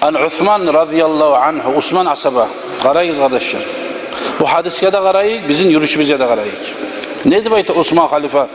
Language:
Kumyk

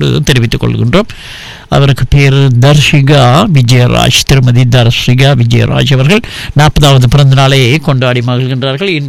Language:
Tamil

